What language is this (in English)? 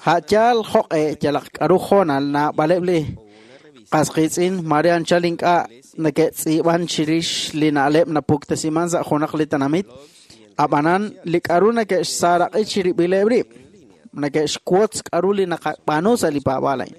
Kekchí